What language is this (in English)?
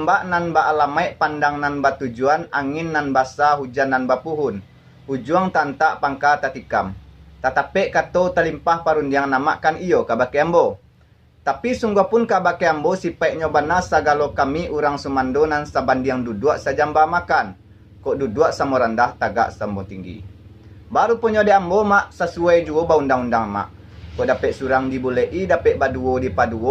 Minangkabau